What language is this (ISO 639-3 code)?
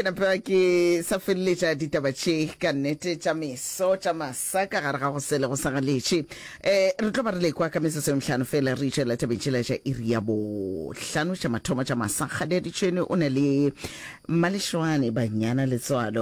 nso